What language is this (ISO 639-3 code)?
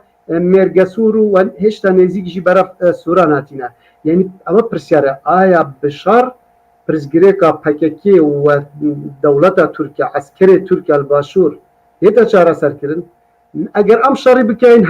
kur